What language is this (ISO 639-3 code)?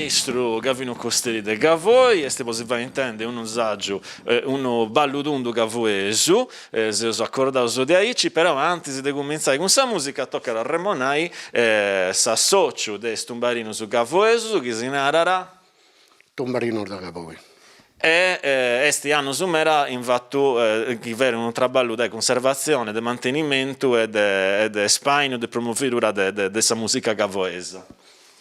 srd